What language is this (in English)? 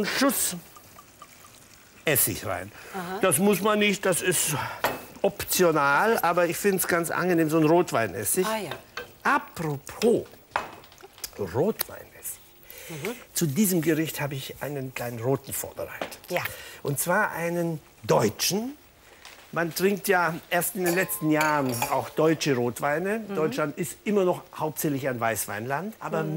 German